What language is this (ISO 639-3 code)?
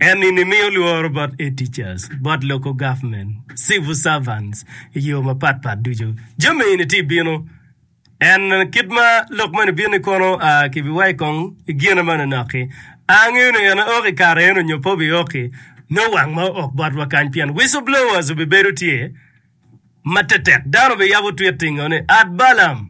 ach